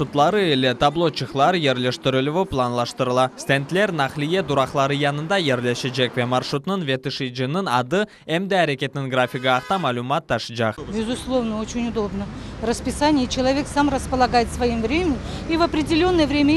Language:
Crimean Tatar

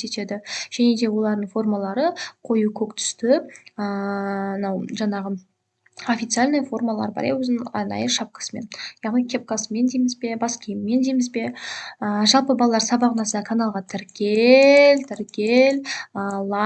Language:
Kazakh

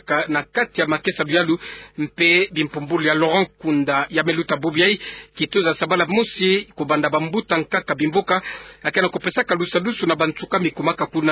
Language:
Kituba (Democratic Republic of Congo)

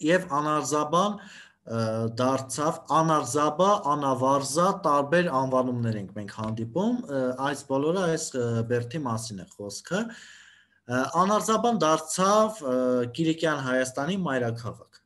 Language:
Armenian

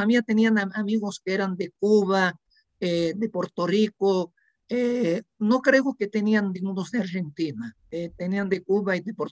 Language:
Ladino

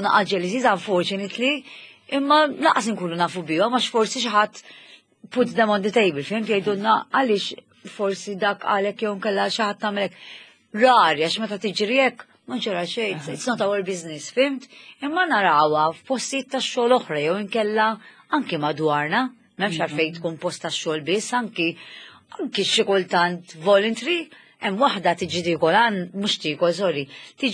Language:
Maltese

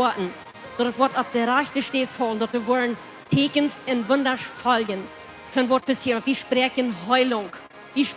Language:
Plautdietsch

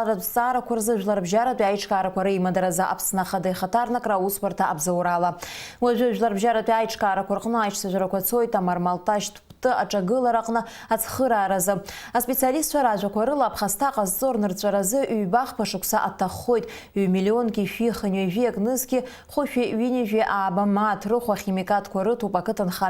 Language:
Abkhazian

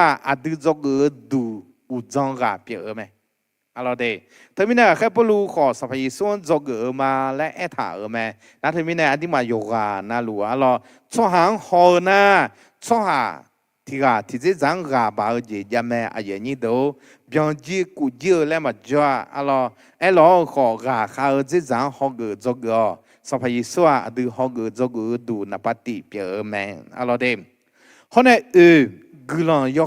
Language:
Akha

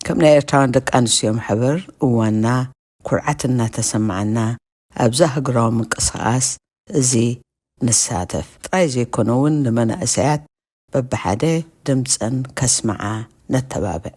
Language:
Tigrinya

